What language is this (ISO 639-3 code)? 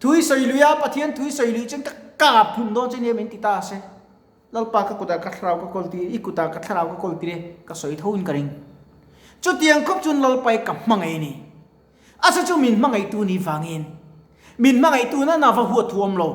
lus